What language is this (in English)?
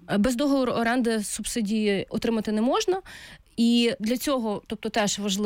Ukrainian